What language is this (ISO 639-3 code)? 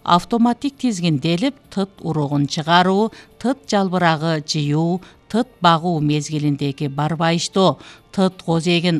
kir